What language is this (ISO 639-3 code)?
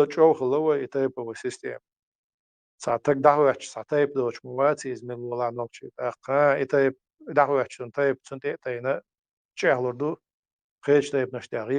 che